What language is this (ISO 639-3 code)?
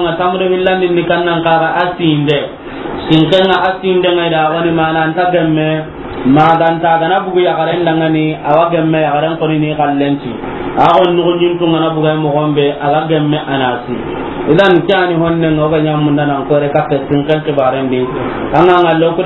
snk